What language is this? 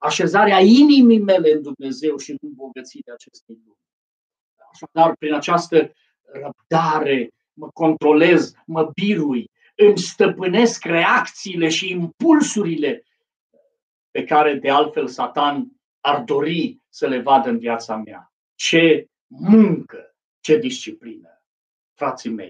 Romanian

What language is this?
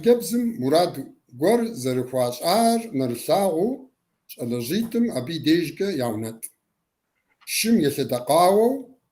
Kabardian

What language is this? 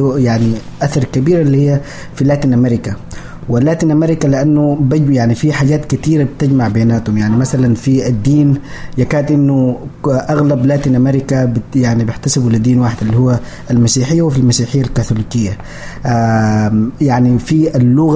Sudanese Arabic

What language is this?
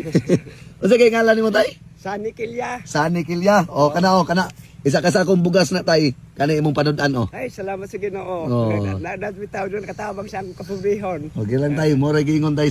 Cebuano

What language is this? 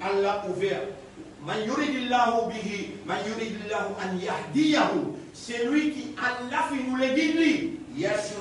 Morisyen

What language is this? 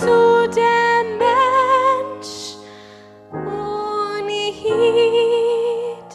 Yiddish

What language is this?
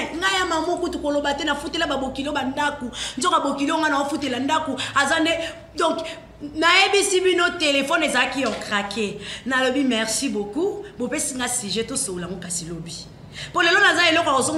Lingala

